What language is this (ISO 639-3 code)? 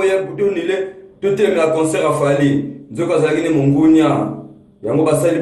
lin